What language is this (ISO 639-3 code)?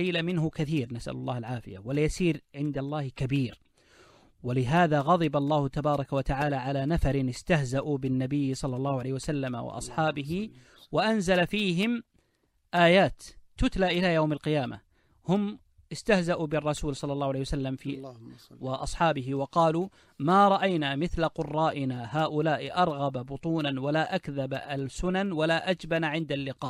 ara